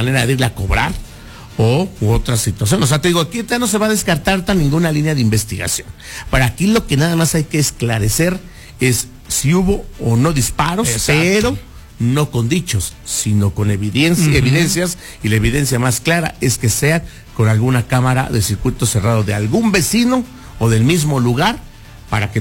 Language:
Spanish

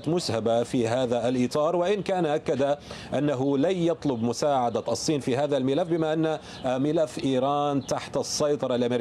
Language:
Arabic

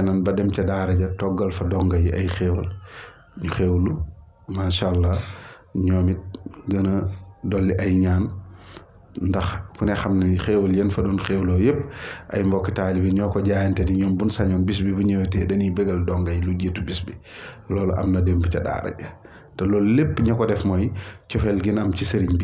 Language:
Wolof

